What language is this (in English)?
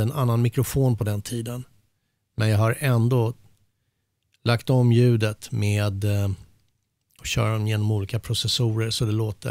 Swedish